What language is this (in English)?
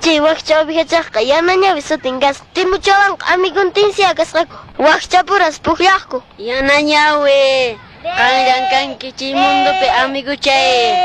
Quechua